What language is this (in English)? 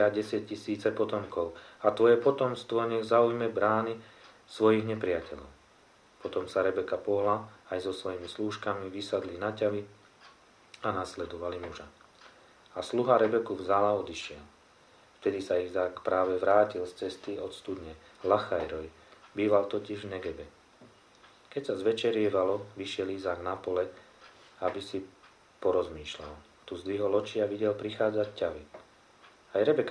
Slovak